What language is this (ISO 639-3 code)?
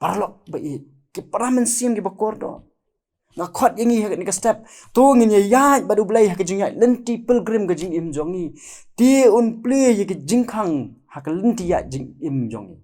kha